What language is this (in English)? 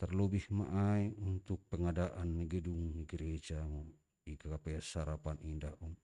Batak Simalungun